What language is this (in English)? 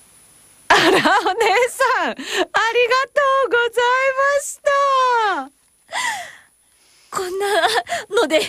Japanese